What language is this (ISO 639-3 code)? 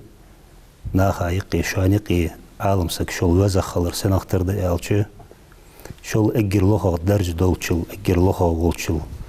inh